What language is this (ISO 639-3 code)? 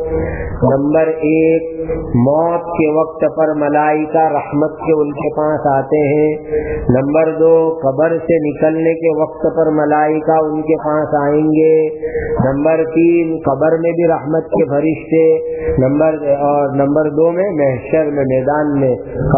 urd